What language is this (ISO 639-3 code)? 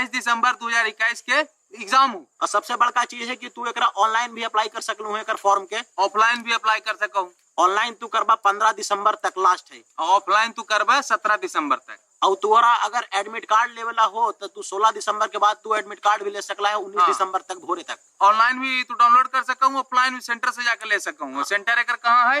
mag